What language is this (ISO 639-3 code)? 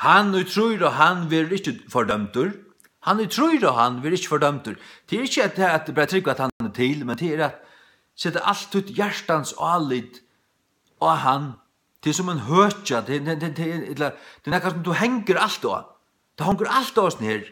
fao